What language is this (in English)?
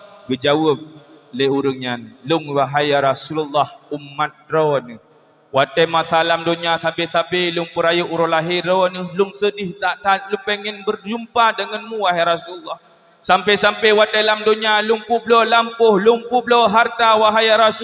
Achinese